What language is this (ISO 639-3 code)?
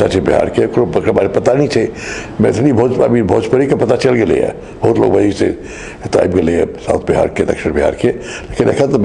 mai